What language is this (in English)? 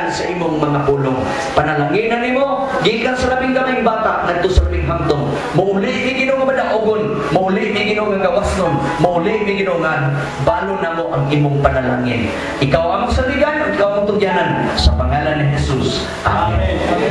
Cebuano